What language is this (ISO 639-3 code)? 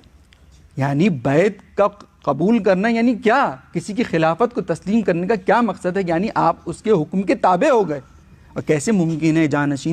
urd